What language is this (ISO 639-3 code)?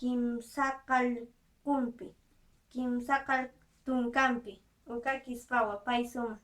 aym